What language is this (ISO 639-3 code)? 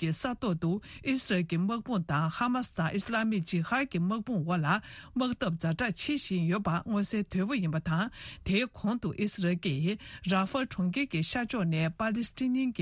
bod